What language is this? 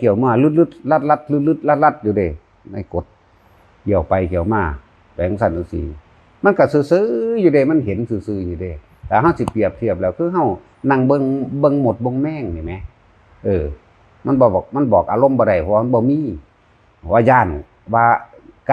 Northeastern Thai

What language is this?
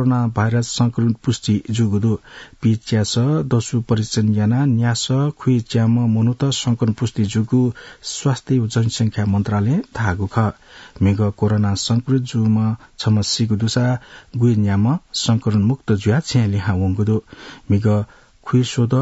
Newari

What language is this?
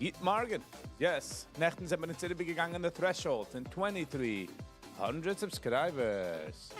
Yiddish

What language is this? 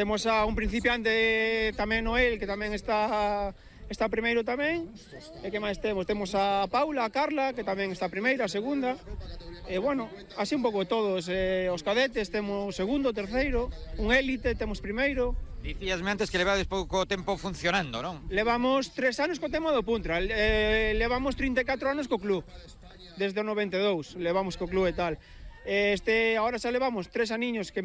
Galician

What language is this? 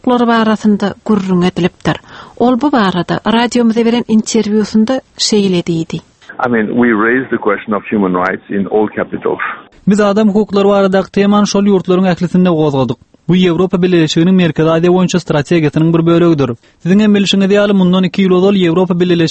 Turkmen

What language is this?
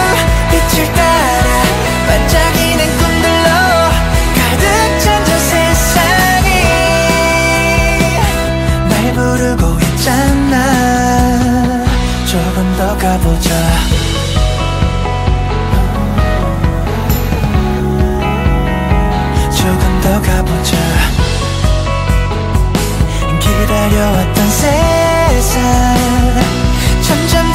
Korean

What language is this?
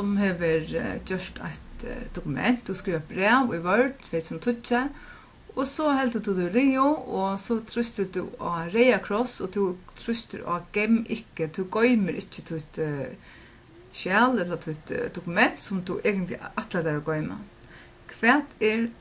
Faroese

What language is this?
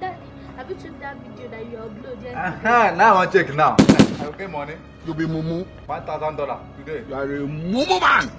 Nigerian Pidgin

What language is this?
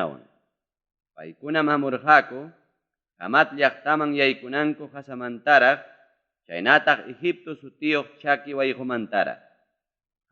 Ayacucho Quechua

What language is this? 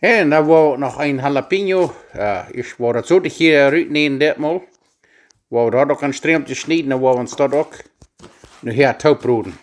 Plautdietsch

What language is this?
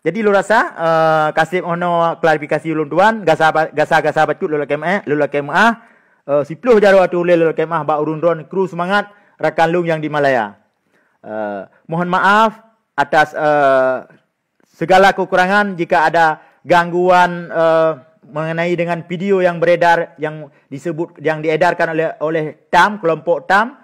Achinese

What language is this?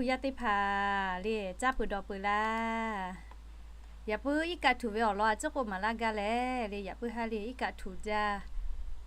Lahu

